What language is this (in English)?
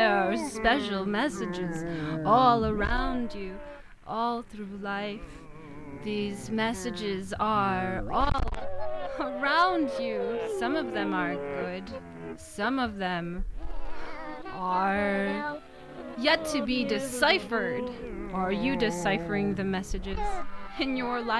English